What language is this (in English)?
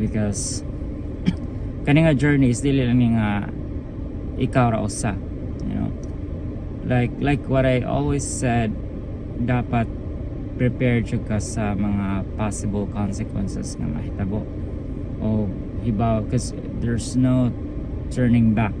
Cebuano